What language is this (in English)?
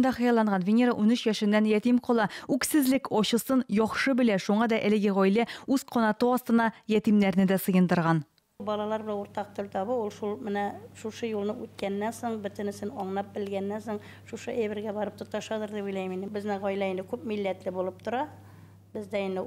Tatar